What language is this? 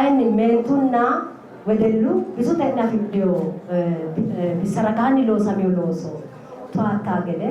Sidamo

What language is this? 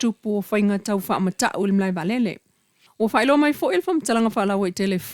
Samoan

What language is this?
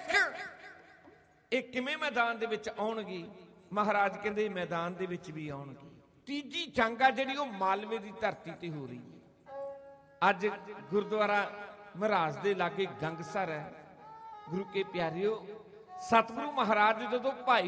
Punjabi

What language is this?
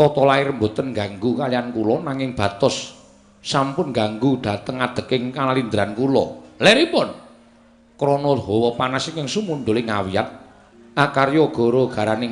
Javanese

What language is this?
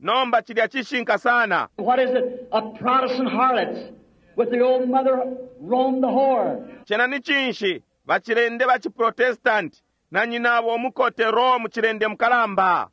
Bemba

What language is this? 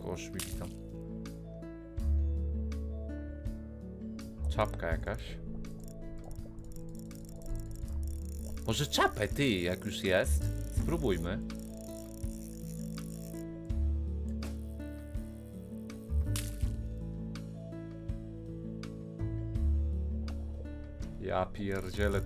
Polish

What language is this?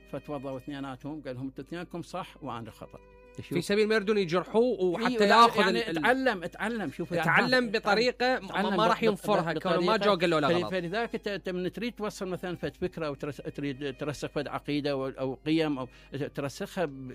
Mesopotamian Arabic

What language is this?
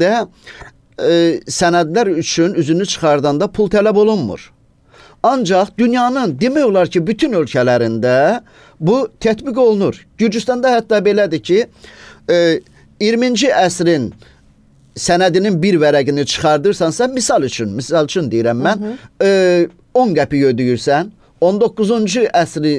Azerbaijani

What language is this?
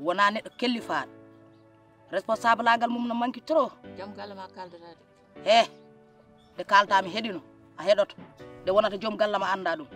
Fula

